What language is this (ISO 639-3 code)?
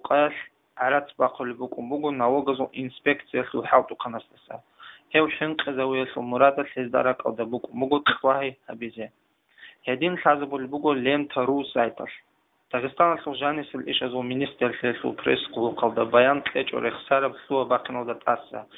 ava